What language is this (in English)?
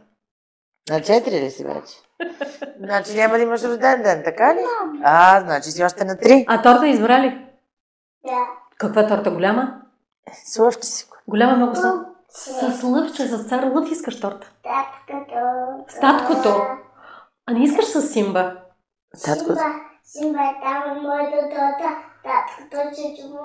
Bulgarian